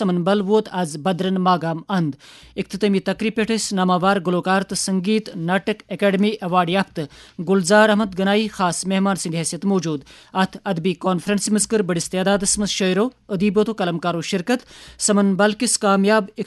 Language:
Kashmiri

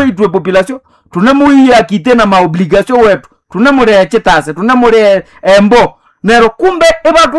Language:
Nande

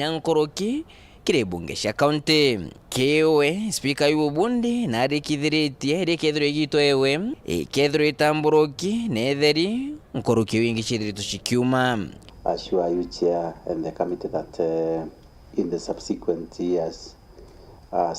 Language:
Meru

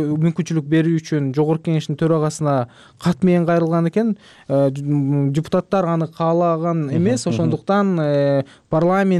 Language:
Kyrgyz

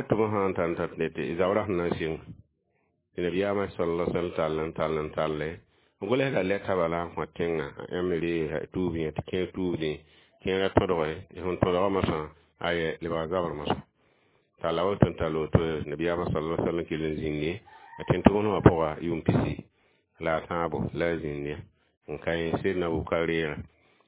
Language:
Mossi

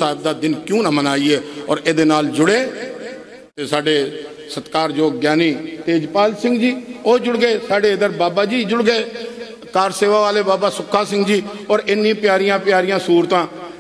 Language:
Punjabi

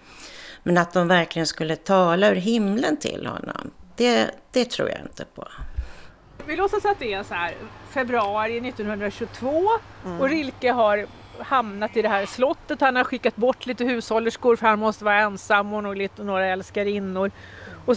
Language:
Swedish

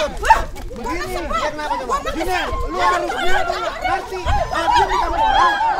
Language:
Betawi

